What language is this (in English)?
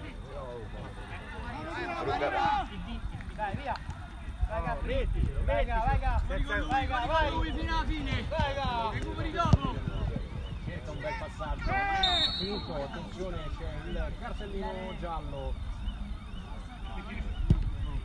Italian